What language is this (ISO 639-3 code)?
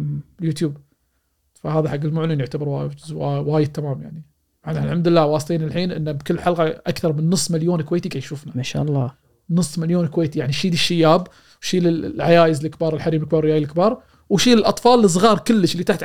afb